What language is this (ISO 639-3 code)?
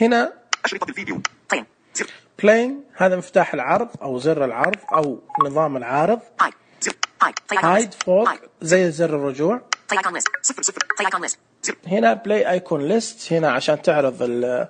ars